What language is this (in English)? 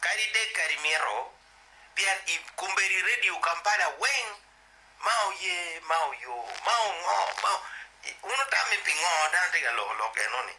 Acoli